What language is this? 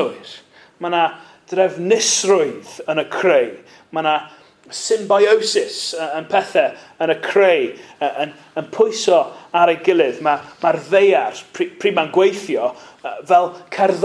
Welsh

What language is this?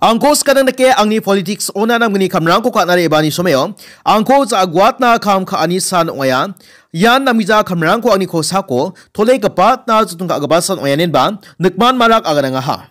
Garo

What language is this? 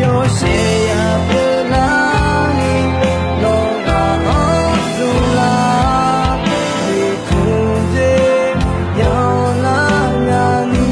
Akha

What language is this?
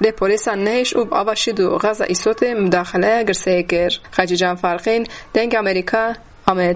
Kurdish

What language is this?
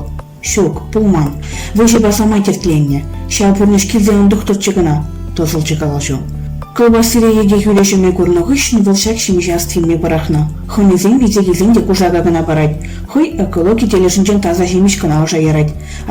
Chuvash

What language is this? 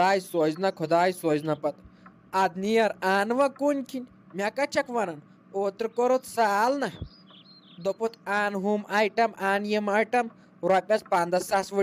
Kashmiri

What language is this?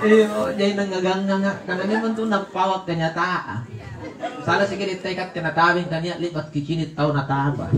Makasar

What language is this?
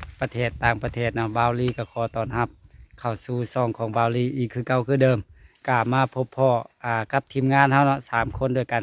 Lao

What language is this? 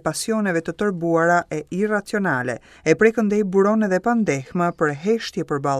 Albanian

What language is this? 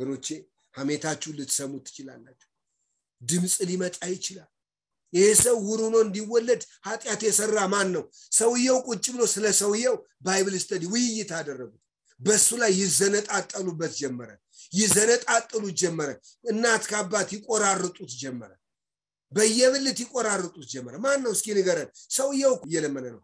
Amharic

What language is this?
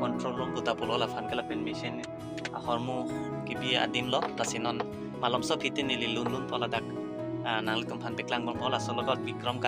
Karbi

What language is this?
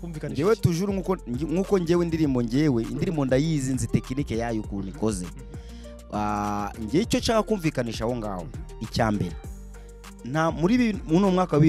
Kinyarwanda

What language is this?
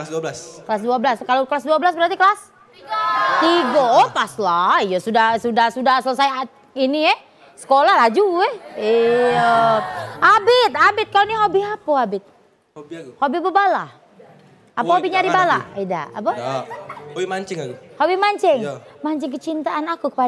Musi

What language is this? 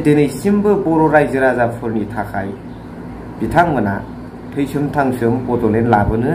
Bodo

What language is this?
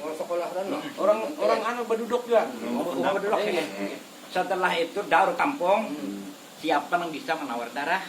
Banjar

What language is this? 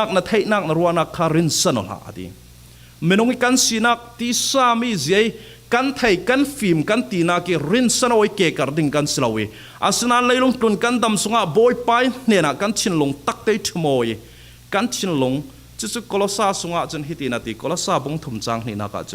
Falam Chin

